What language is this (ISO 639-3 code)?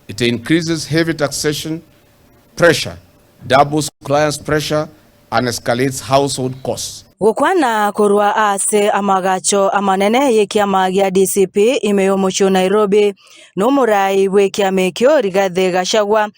guz